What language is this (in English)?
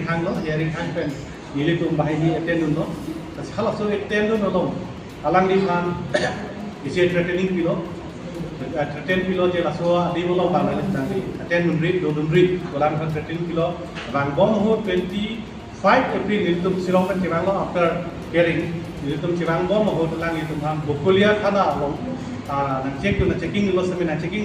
Karbi